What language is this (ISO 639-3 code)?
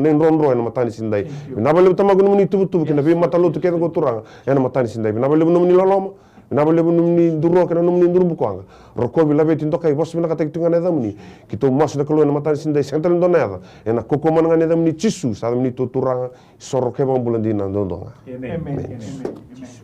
fij